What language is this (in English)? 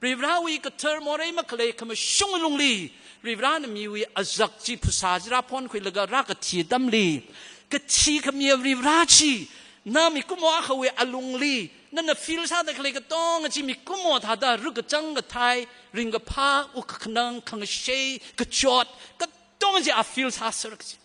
Tangkhul Naga (India)